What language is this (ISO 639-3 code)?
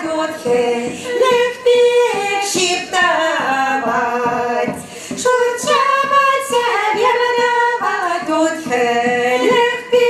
chv